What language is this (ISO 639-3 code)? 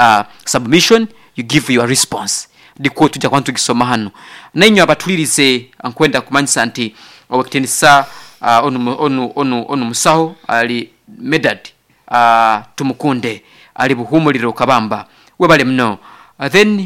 nyo